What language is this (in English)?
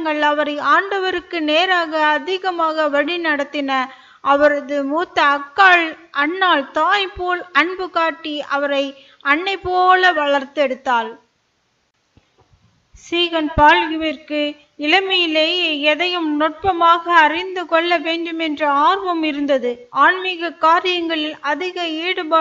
Tamil